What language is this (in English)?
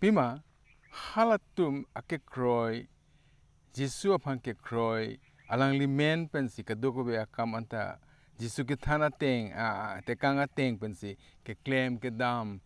Karbi